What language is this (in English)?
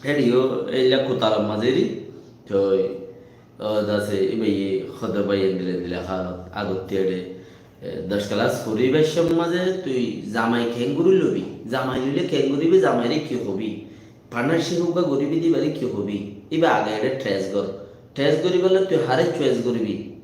Rohingya